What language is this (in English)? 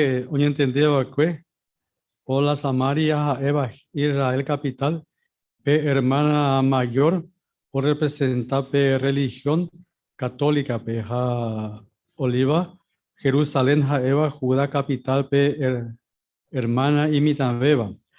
Guarani